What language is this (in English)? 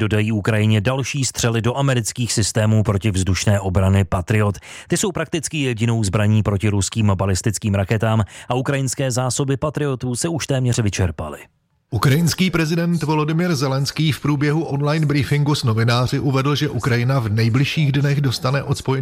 Czech